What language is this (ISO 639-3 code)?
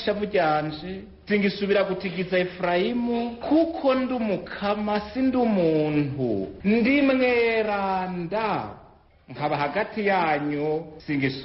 run